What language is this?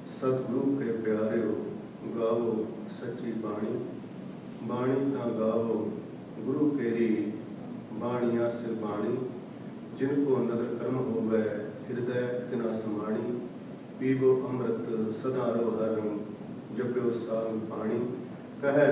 Punjabi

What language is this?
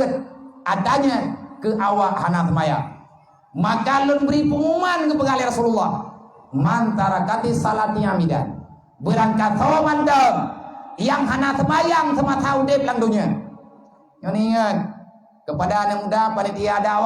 Achinese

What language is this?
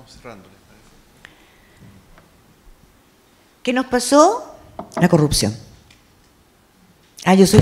Spanish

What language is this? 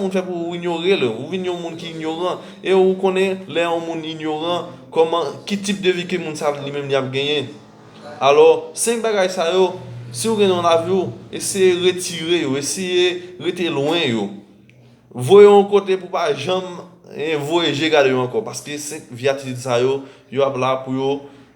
Haitian Creole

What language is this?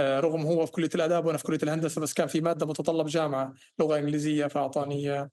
North Levantine Arabic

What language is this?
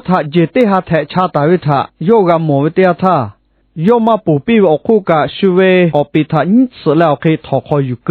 Lahu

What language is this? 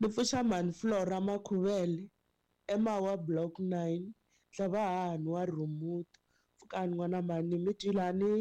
Tsonga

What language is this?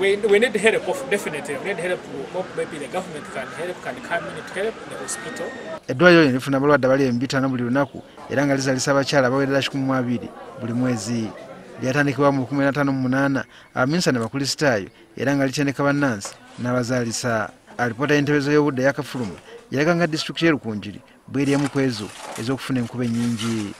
Ganda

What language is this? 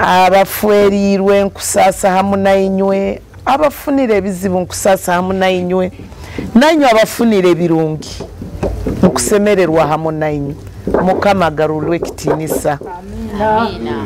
Nyoro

